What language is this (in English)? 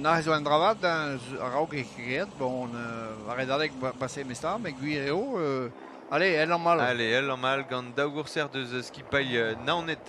Breton